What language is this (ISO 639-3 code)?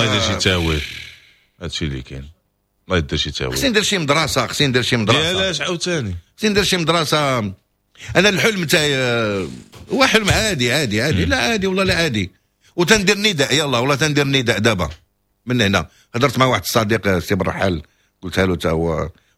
ary